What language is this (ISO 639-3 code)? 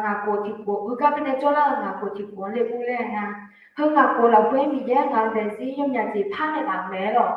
ahk